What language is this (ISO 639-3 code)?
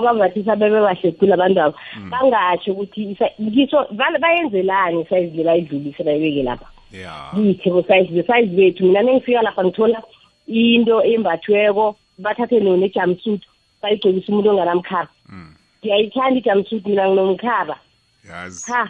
nbl